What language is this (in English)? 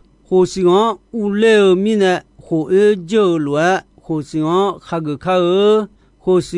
Akha